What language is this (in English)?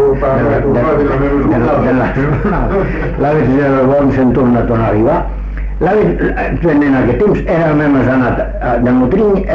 Catalan